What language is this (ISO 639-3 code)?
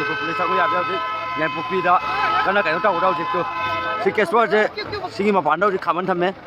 mni